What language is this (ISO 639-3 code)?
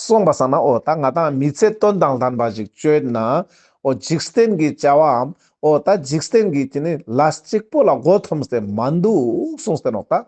lbj